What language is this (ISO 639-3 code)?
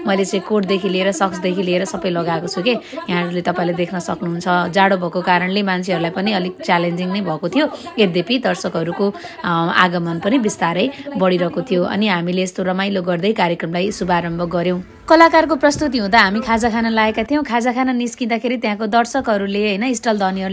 nep